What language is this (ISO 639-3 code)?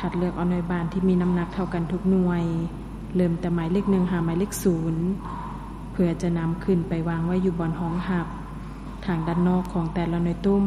lao